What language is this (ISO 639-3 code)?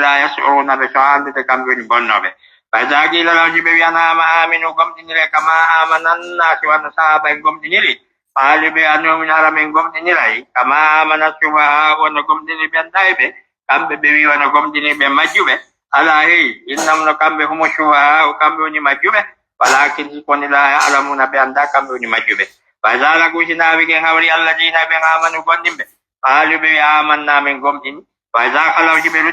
ful